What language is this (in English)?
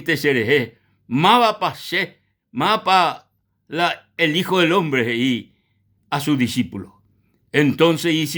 Guarani